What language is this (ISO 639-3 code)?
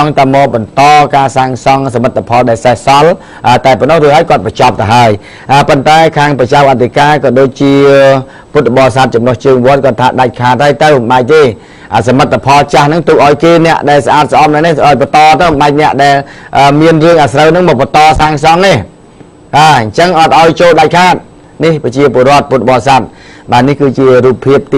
khm